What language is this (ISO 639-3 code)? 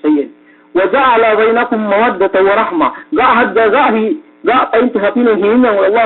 yka